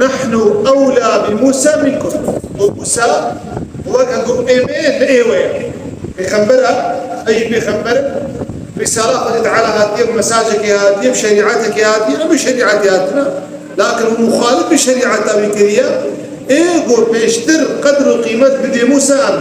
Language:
Kurdish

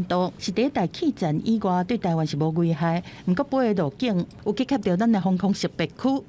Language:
Min Nan Chinese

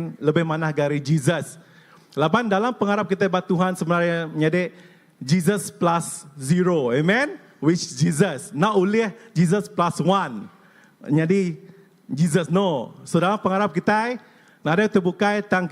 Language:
Iban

